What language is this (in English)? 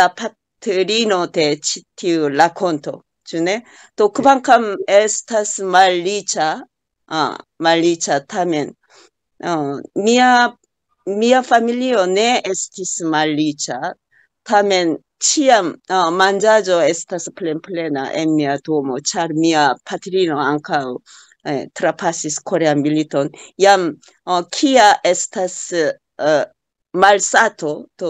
Esperanto